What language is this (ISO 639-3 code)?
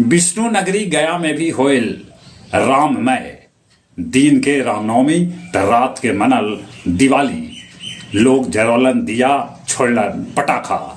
mag